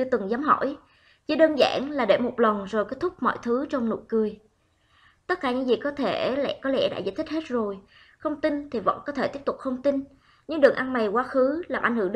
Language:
Vietnamese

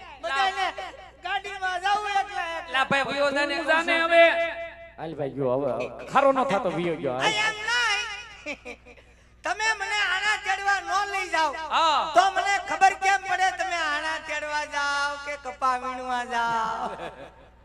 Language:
Gujarati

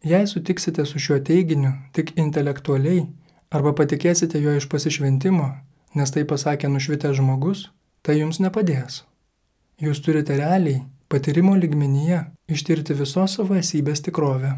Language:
Lithuanian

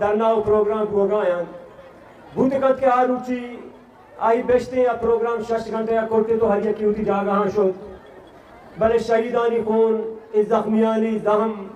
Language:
Eastern Balochi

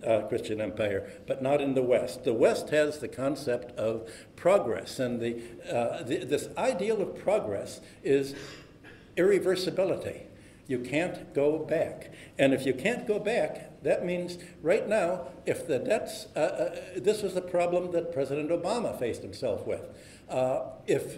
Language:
English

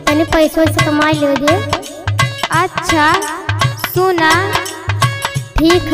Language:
Bhojpuri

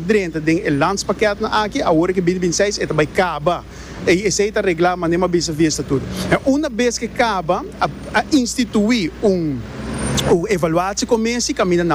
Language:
Papiamento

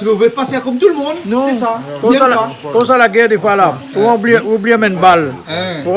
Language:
Réunion Creole French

